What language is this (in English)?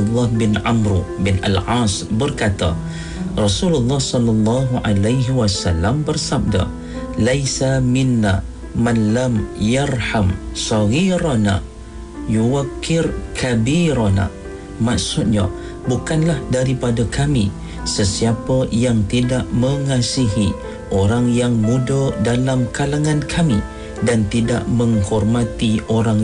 Malay